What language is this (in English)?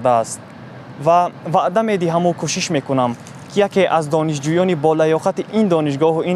Tajik